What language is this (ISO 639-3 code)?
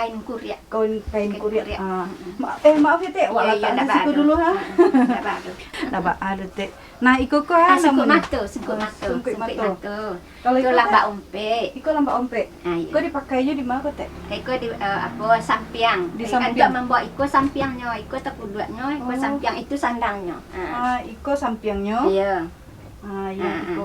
min